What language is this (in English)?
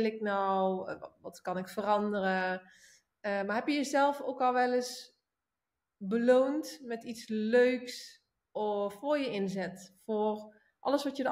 Dutch